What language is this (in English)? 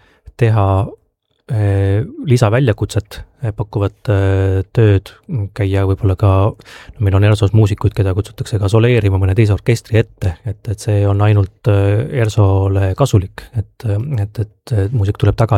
Estonian